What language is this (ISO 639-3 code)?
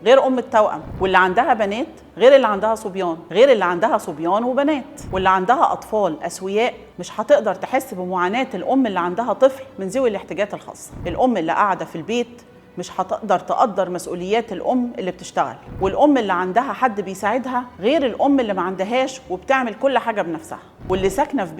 arz